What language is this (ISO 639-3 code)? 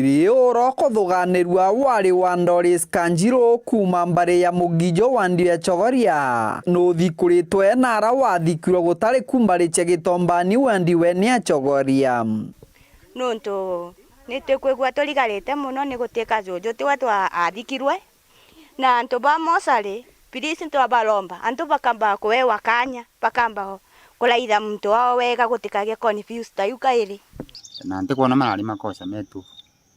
mer